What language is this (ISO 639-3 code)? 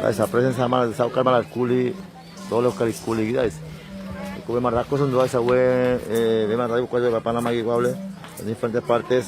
cuk